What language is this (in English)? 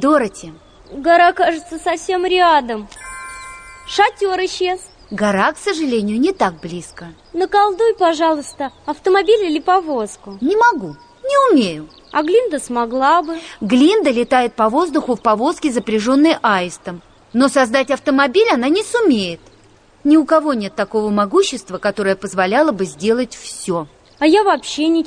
Russian